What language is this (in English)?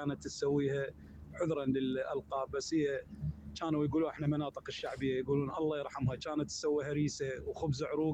Mesopotamian Arabic